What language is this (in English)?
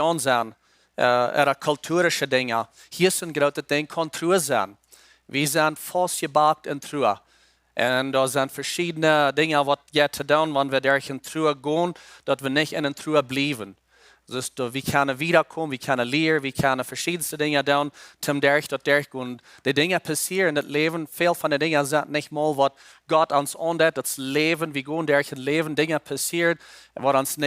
Plautdietsch